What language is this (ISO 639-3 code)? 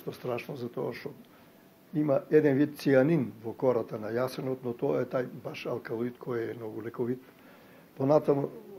mkd